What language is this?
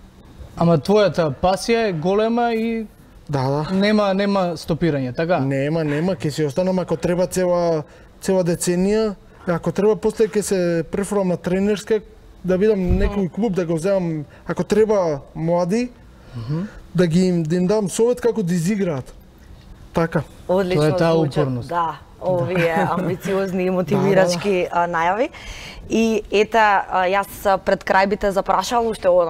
Macedonian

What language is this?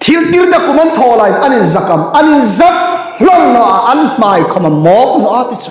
Hmar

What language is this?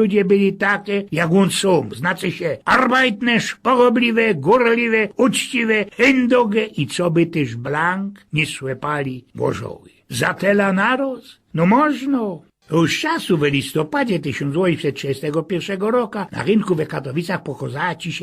Silesian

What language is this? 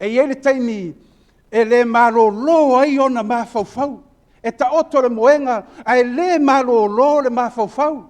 Samoan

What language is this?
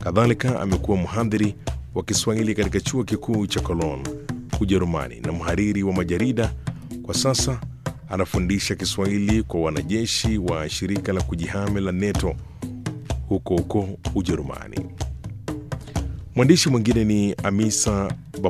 Swahili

